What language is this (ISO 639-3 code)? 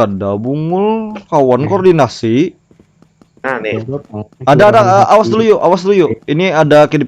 bjn